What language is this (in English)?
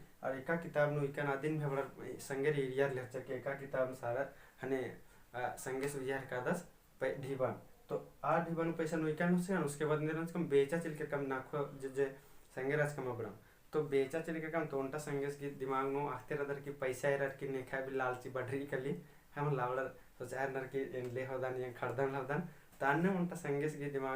Kurukh